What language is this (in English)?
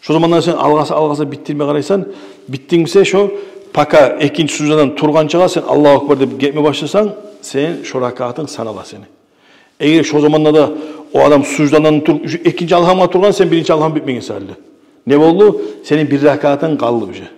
Kumyk